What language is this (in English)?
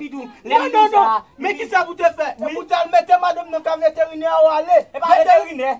Haitian Creole